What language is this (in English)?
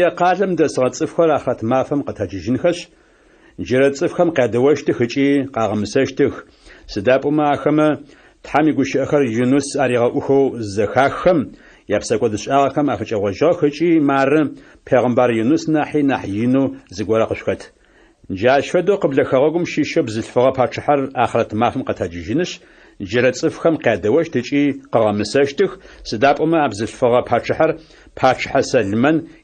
Adyghe